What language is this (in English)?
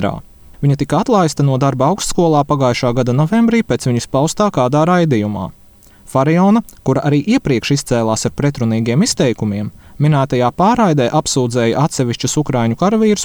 Latvian